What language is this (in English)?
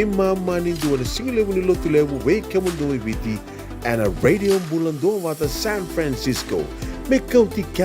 Fijian